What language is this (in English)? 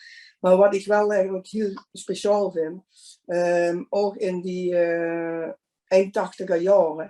Limburgish